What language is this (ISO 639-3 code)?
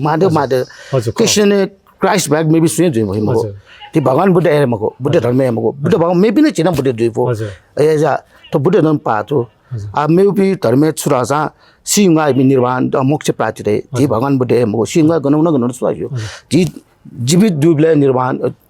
new